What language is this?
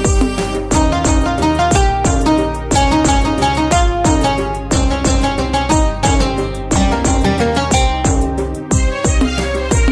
Malayalam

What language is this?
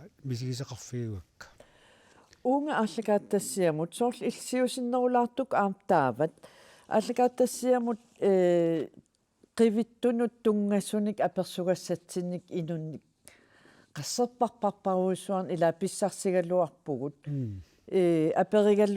Kalaallisut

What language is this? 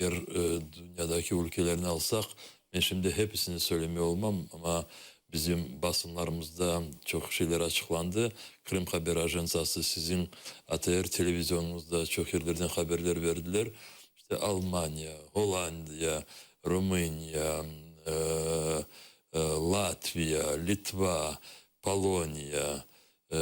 Crimean Tatar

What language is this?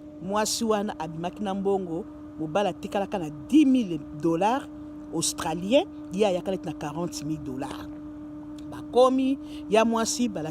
Lingala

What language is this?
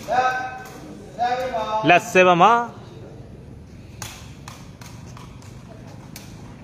Burmese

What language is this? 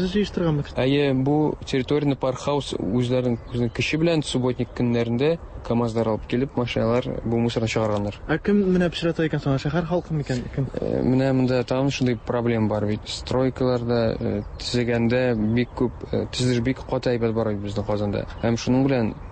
Tatar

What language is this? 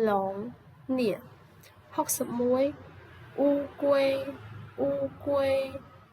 Khmer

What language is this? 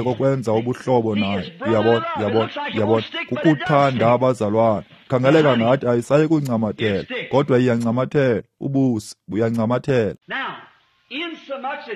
Xhosa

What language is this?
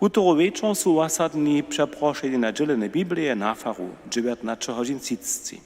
Upper Sorbian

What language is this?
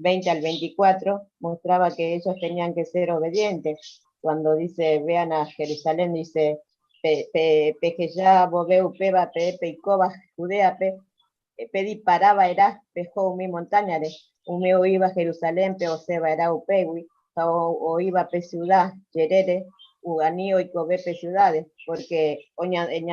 Guarani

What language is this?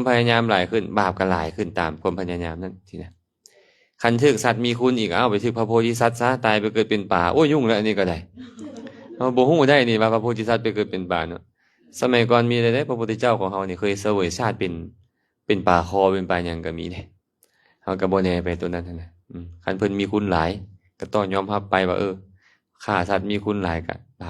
Lao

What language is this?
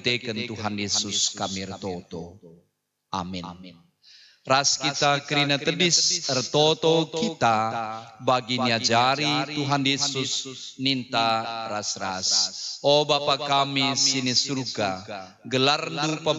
Batak Karo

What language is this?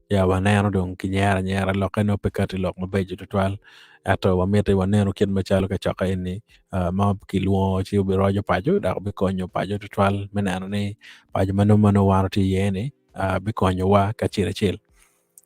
Acoli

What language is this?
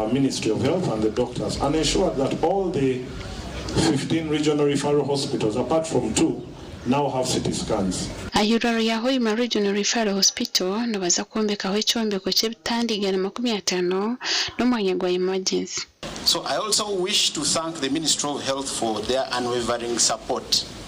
Nyankole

